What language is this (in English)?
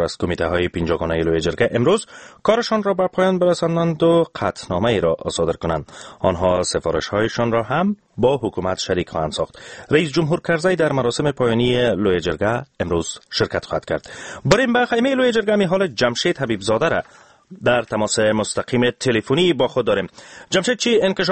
Persian